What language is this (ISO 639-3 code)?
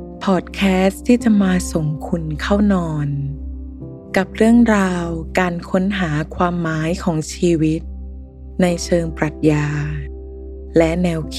tha